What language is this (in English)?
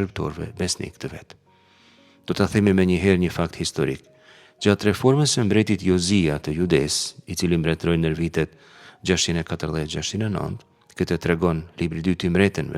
Albanian